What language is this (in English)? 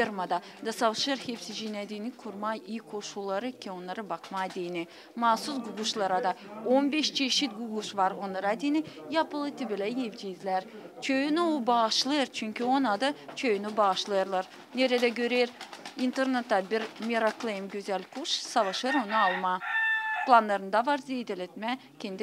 Gagauz